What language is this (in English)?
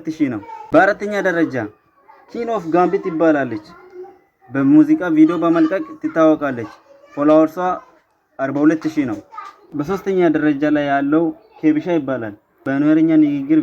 Amharic